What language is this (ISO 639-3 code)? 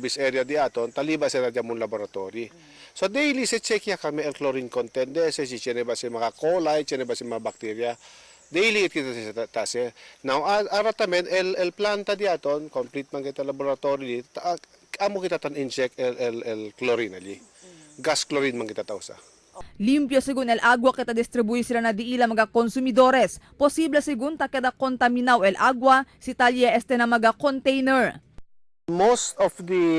cbk